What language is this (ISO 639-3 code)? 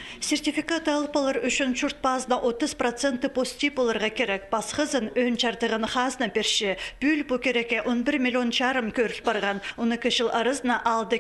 kjh